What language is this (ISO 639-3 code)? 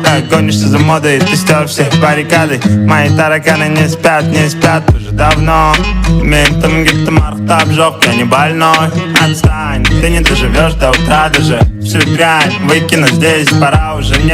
kaa